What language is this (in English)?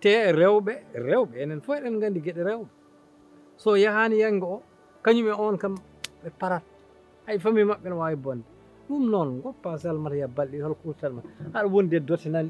Fula